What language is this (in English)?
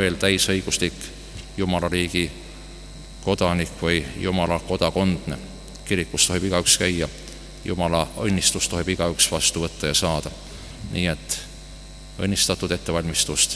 Estonian